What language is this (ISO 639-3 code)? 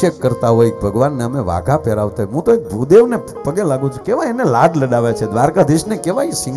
guj